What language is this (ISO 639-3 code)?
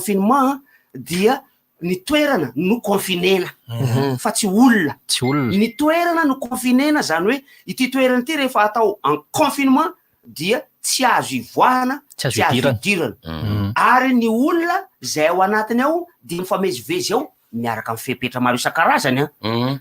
mlg